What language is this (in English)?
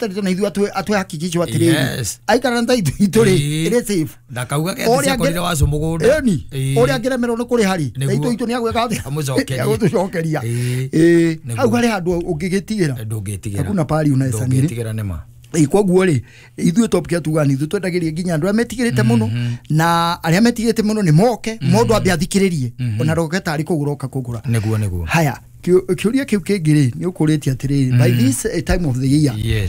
Kikuyu